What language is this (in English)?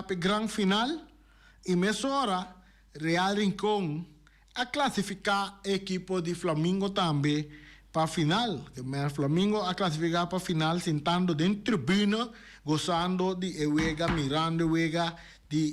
Papiamento